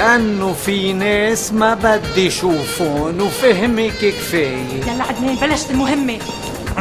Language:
North Levantine Arabic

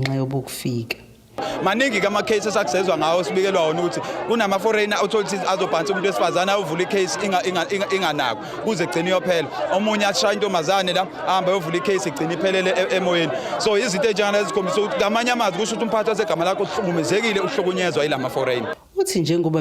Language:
Zulu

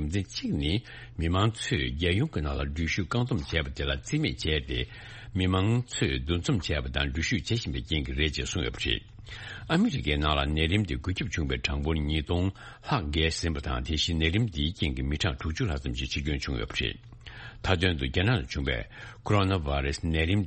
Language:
Tibetan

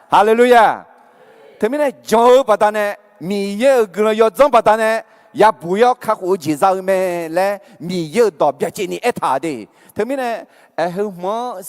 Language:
Akha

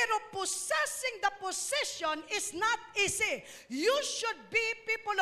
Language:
Hiligaynon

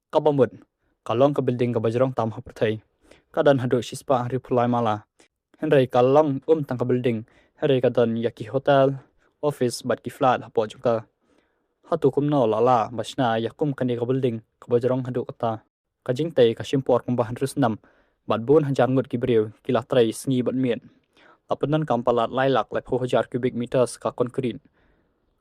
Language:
Khasi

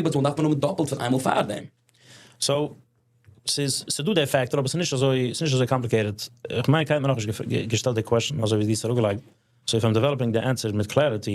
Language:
Yiddish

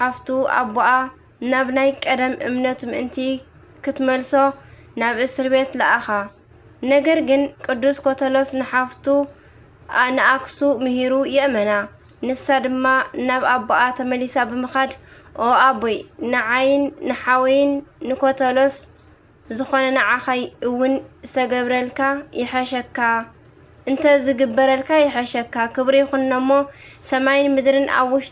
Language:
Tigrinya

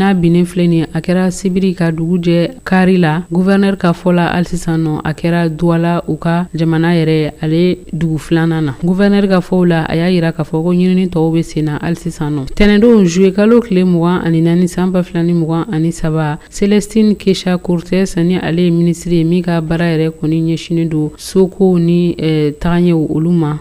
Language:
Bambara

